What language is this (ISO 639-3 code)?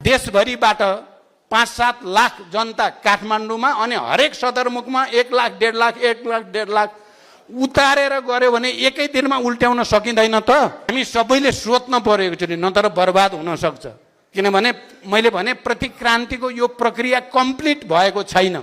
nep